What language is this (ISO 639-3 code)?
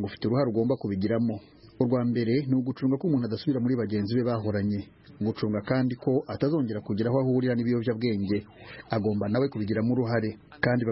kin